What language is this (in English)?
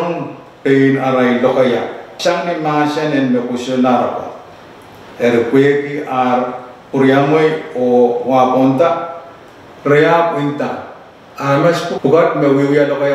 Pohnpeian